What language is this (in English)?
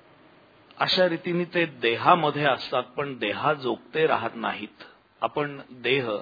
Marathi